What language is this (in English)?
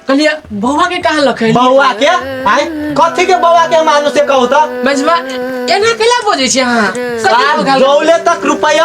Maithili